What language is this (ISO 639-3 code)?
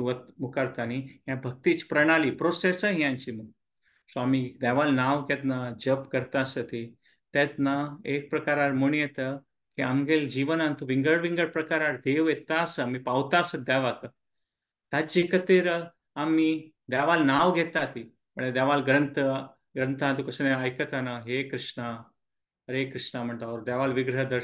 kok